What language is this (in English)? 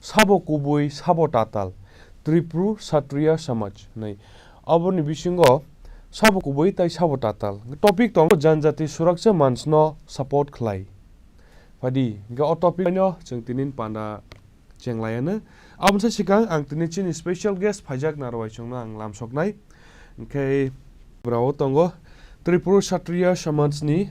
Kok Borok